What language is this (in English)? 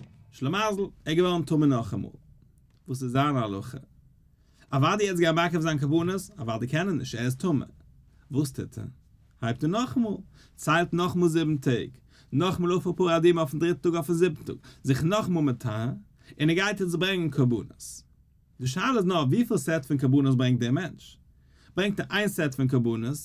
Yiddish